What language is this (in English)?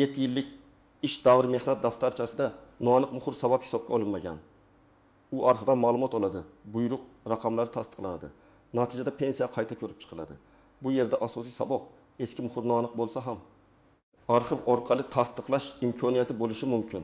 Uzbek